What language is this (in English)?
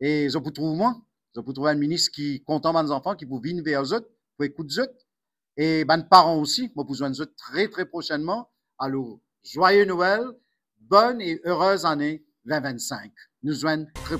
Morisyen